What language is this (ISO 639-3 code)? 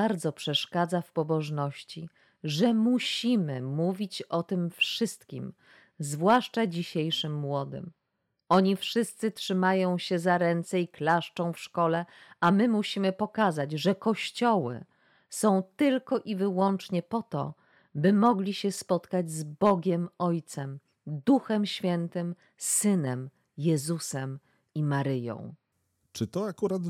pol